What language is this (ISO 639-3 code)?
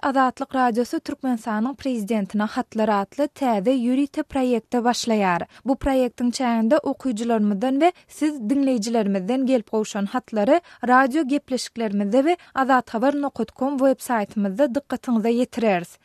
tuk